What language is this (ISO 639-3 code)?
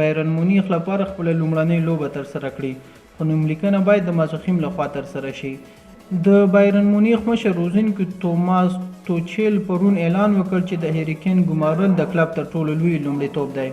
pus